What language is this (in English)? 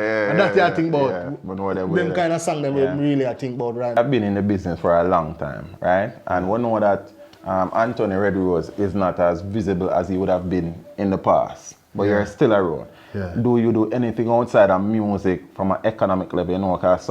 Jamaican Creole English